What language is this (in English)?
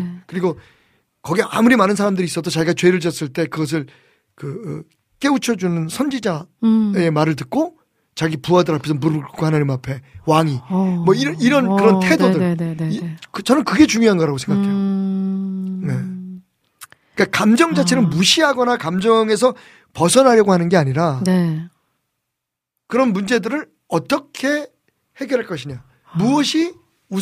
Korean